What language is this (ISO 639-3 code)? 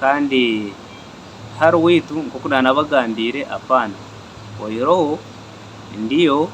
nyn